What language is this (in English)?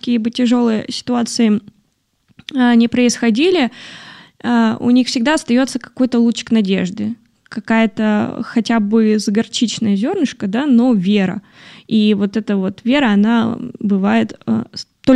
Russian